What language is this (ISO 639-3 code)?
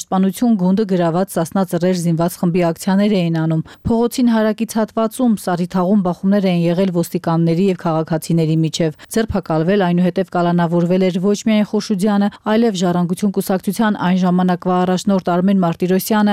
hye